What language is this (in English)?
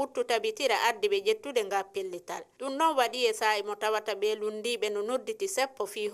Fula